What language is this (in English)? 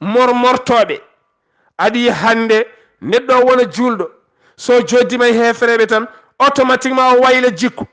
Fula